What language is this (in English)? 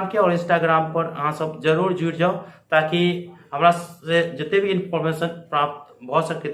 Maithili